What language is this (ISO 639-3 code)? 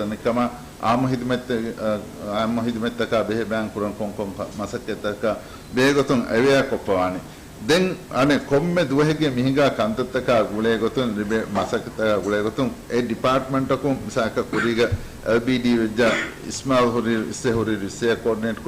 div